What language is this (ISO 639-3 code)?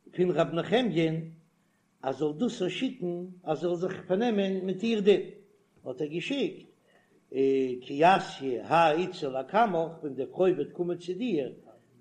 yid